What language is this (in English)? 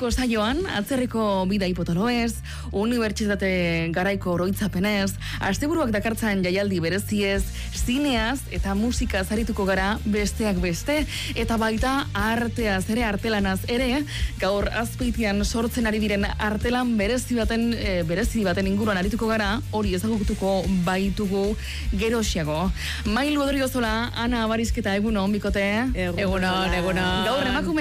Basque